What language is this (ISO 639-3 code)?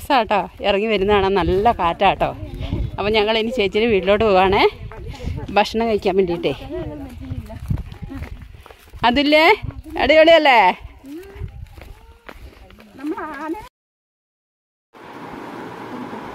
mal